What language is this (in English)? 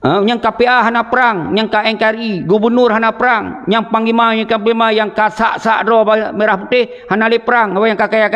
Achinese